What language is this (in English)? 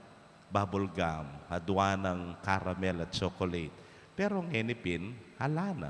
Pampanga